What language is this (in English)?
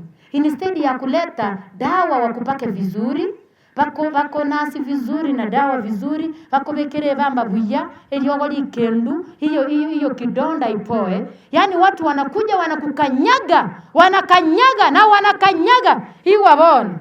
Gusii